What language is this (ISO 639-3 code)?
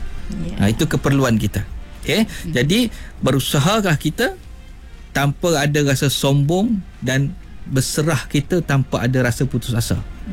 msa